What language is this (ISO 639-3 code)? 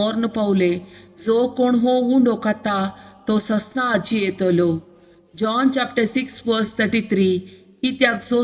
kok